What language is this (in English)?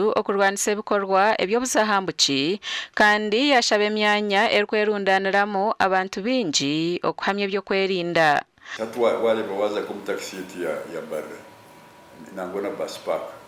Nyankole